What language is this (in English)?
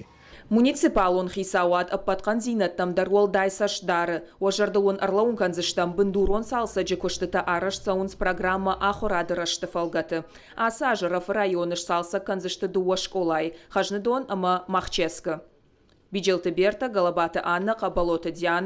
Ossetic